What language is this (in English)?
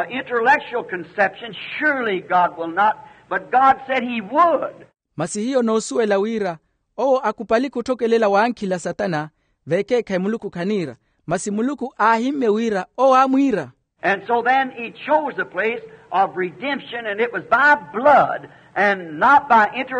Makhuwa